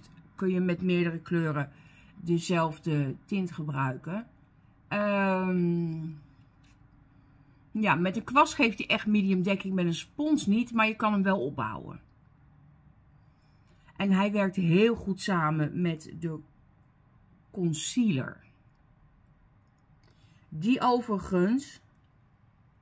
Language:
Dutch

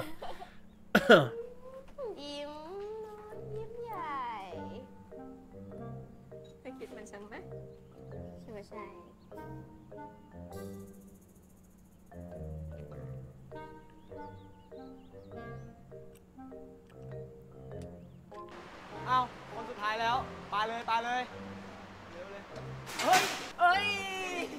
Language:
Thai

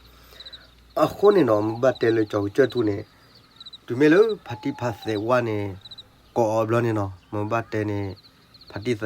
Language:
S'gaw Karen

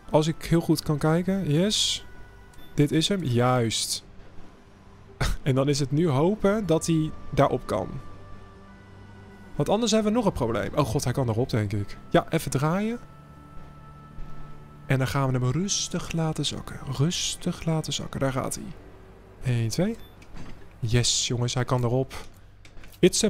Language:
Dutch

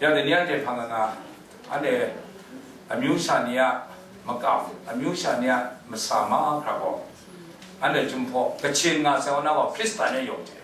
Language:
Kachin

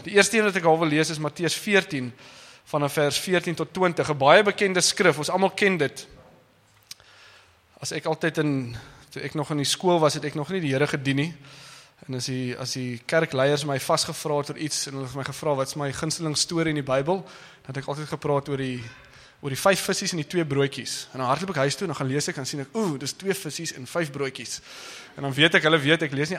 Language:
Afrikaans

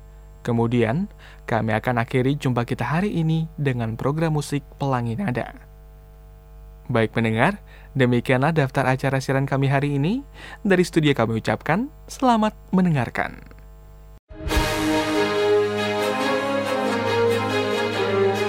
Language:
Indonesian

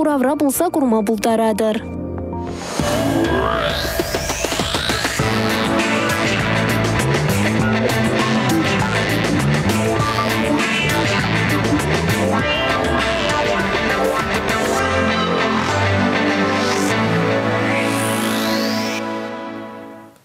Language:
Chuvash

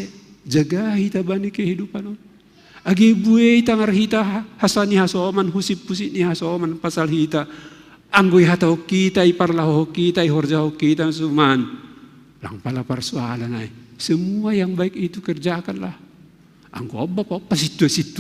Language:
Batak Simalungun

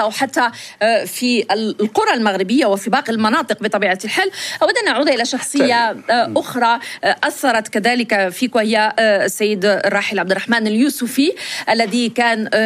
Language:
Arabic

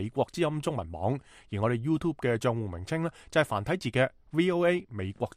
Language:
Cantonese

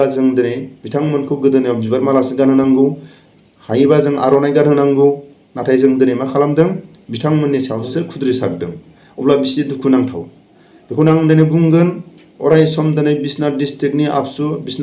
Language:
Bodo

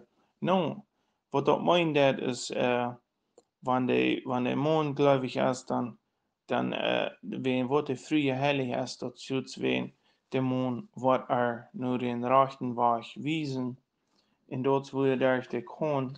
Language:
Plautdietsch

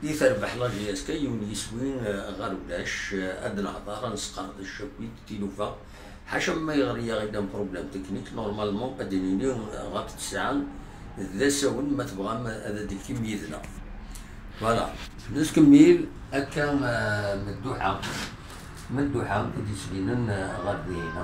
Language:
Kabyle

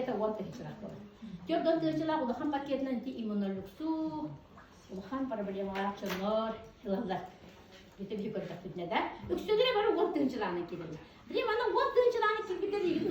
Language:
Yakut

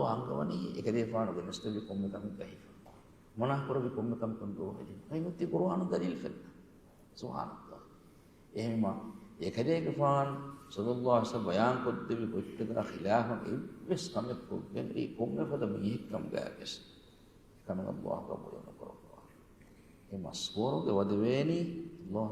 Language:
Divehi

